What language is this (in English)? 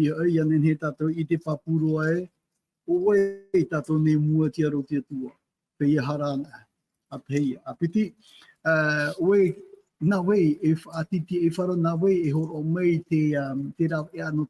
Tahitian